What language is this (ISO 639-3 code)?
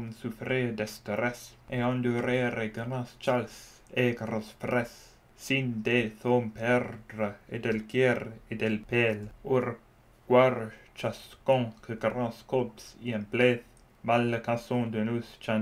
fro